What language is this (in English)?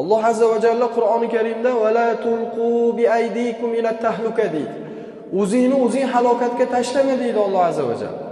Uzbek